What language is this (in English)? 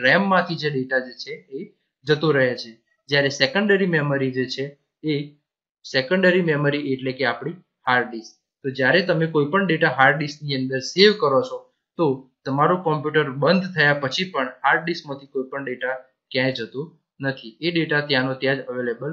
Gujarati